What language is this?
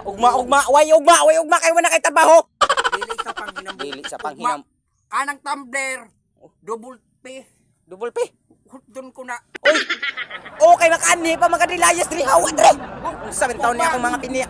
Cebuano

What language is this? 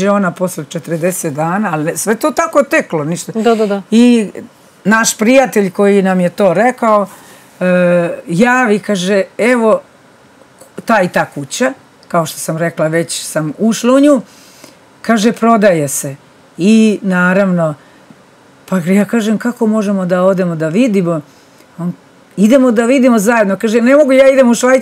Serbian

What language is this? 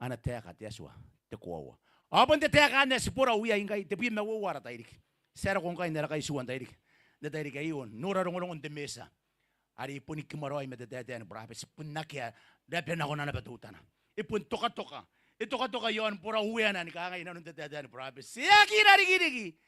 Gilbertese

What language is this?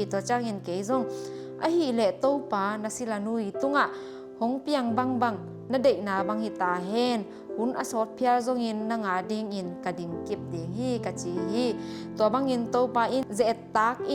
Tedim Chin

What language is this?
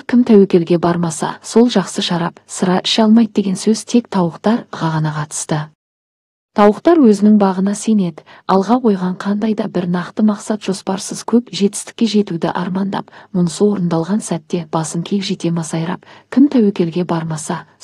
Kazakh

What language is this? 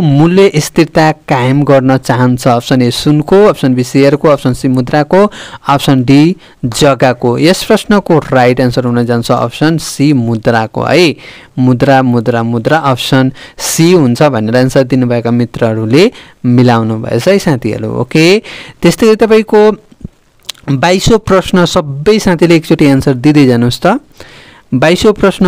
Nepali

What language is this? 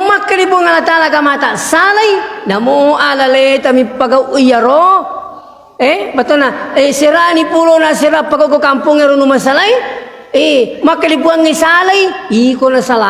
Buginese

